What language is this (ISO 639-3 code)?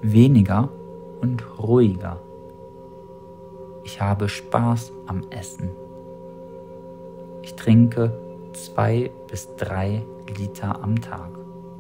deu